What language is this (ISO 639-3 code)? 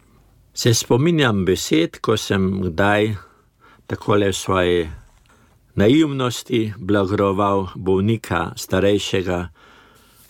slv